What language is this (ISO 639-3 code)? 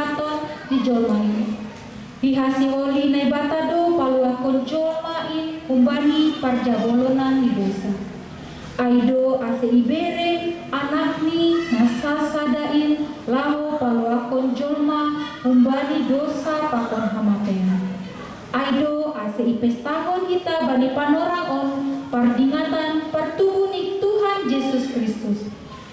bts